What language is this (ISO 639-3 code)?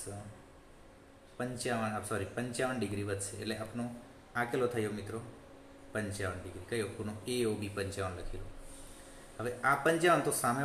guj